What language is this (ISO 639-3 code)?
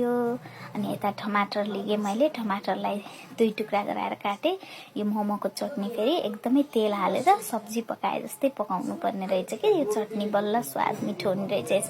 nep